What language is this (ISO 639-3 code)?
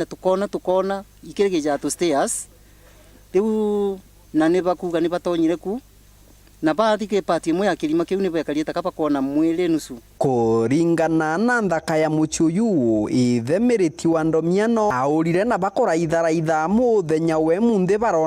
mer